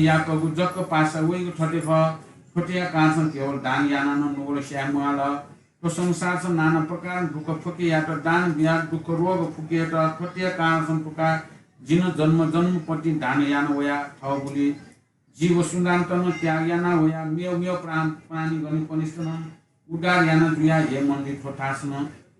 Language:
Newari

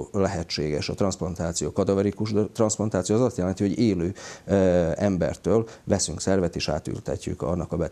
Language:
Hungarian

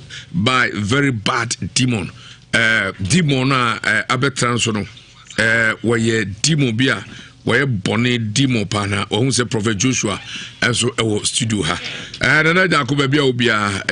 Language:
Akan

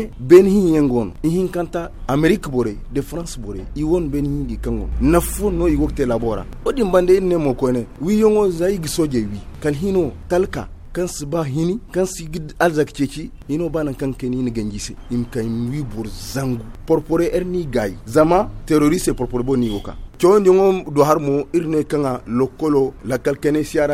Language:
Zarma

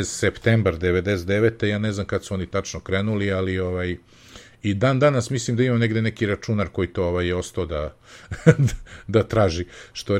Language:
Serbian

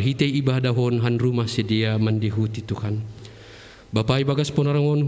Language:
Batak Simalungun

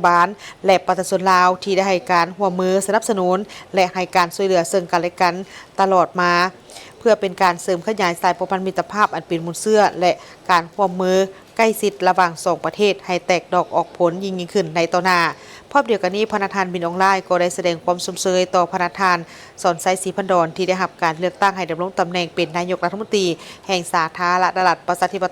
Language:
Lao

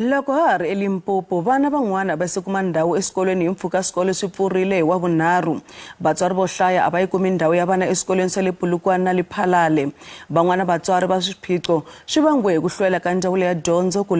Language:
Tsonga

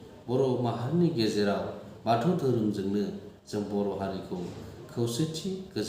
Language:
Bodo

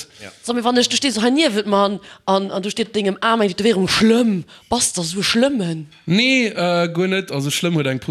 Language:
Luxembourgish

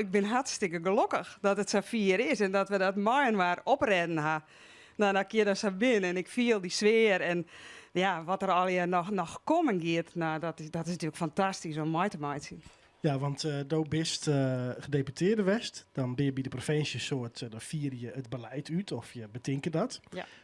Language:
Western Frisian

